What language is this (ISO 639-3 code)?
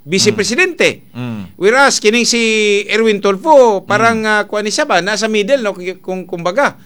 ceb